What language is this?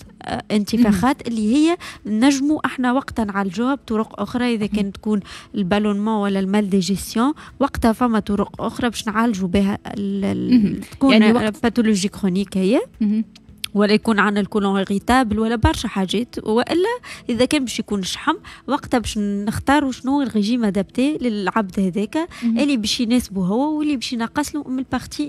Tunisian Arabic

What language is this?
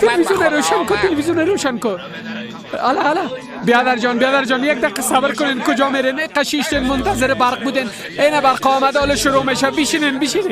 Persian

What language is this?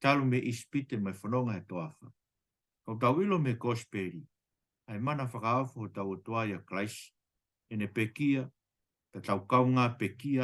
Tongan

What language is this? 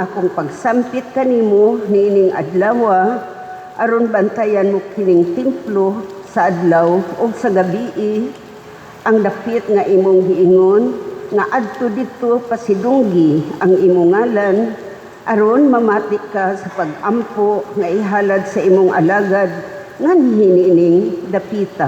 Cebuano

